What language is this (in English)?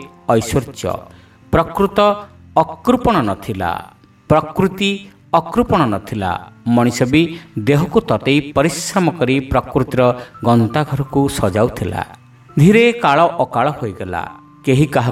Odia